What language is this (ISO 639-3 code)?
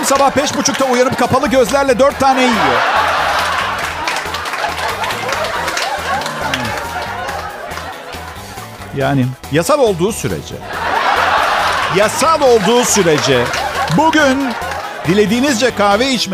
tur